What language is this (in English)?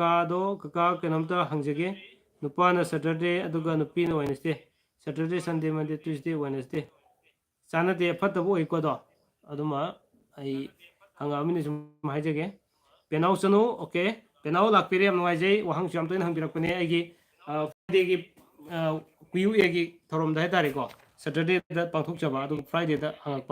Manipuri